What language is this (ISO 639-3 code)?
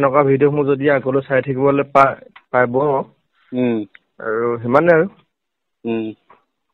asm